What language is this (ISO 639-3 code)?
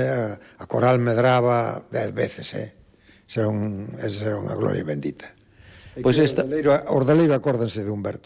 glg